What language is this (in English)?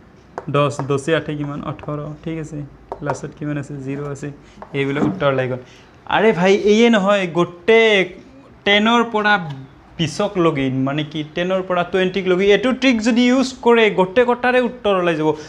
Assamese